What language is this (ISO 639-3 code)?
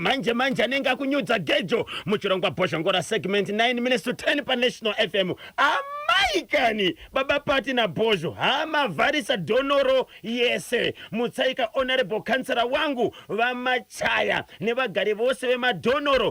sna